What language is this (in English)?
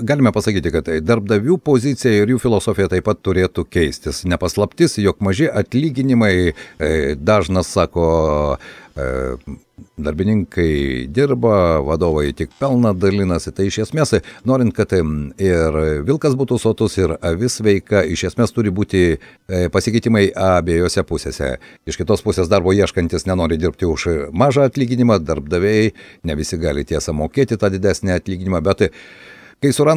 Lithuanian